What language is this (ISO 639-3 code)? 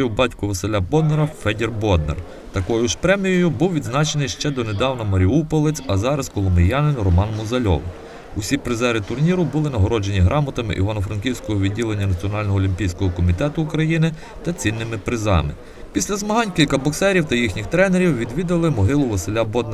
ukr